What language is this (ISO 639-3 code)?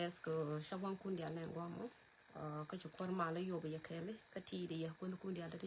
nus